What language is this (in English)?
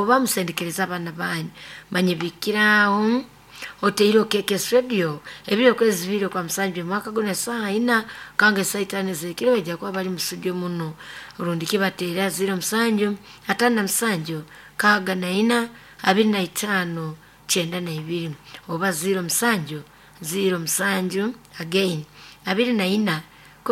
Nyoro